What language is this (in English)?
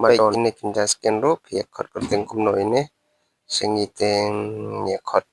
Khasi